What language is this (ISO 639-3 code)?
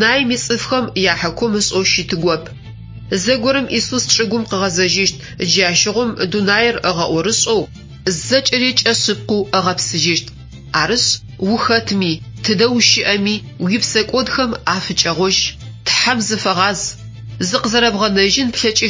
ady